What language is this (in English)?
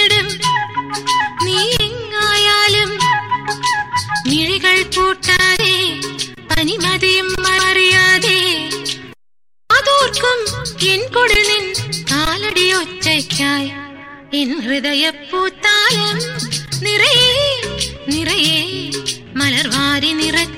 Malayalam